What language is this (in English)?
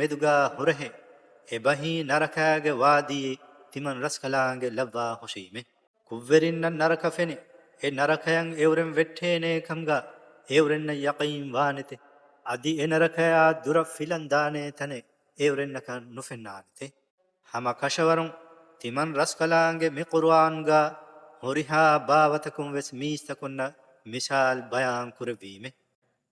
Divehi